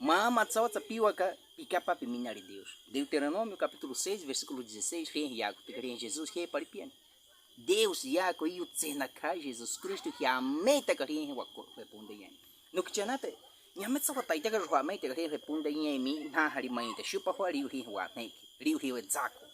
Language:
Baniwa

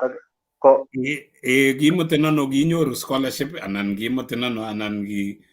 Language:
Kalenjin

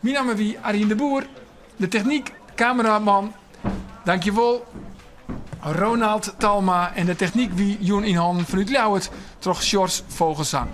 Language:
Western Frisian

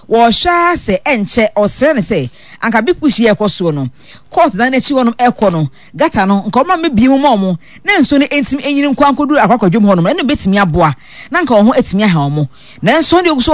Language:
Akan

